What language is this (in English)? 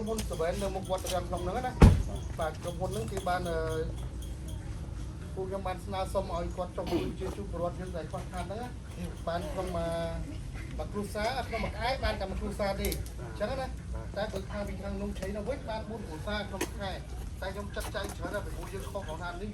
Khmer